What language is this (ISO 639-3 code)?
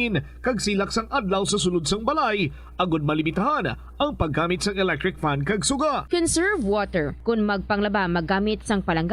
hil